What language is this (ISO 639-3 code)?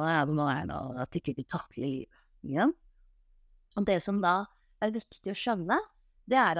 nor